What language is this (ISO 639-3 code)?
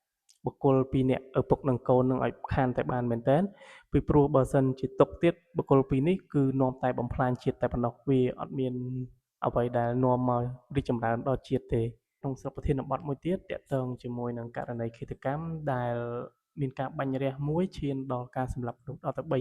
khm